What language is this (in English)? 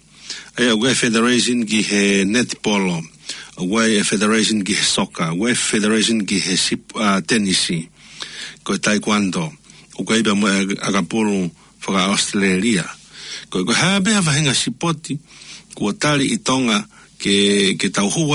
Tongan